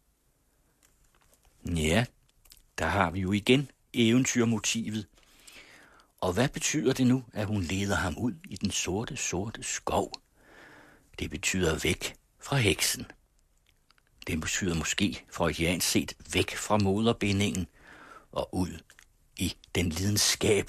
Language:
Danish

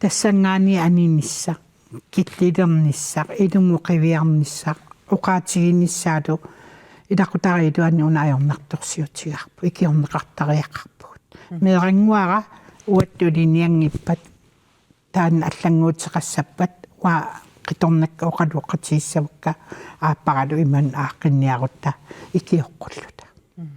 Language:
Kalaallisut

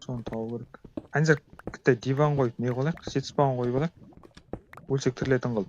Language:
Kara-Kalpak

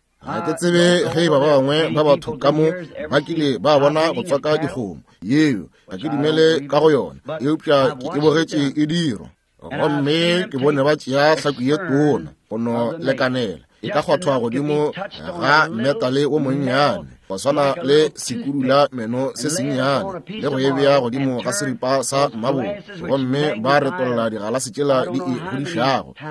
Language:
Northern Sotho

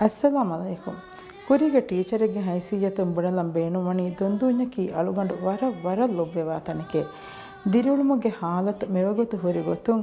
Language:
Divehi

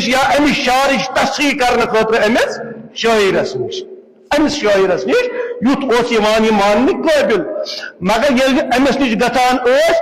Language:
Kashmiri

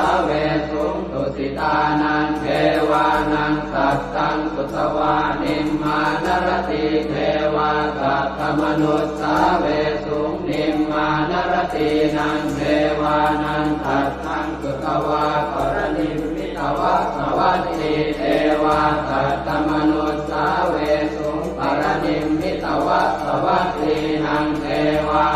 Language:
Pali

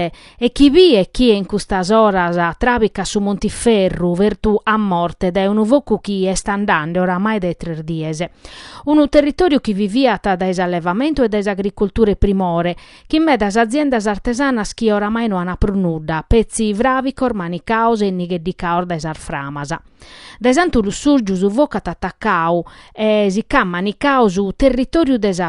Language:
Sardinian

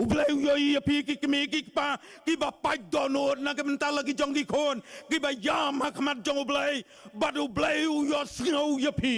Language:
Khasi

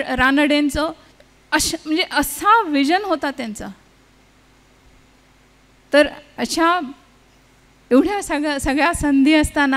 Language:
Marathi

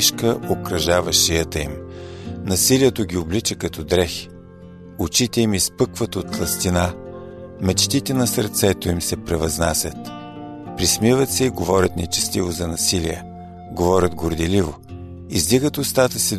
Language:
Bulgarian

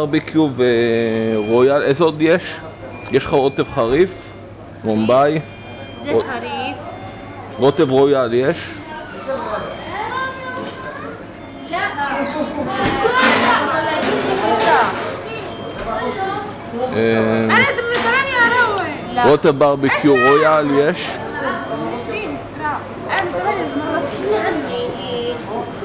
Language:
Hebrew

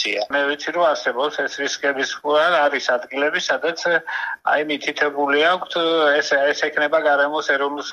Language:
Georgian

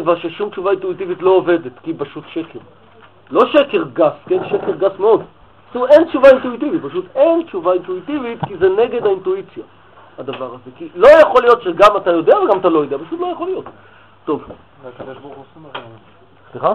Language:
Hebrew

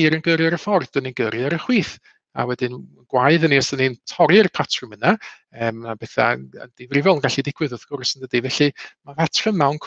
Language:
Welsh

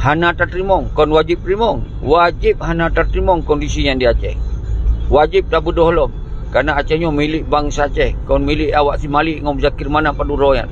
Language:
Achinese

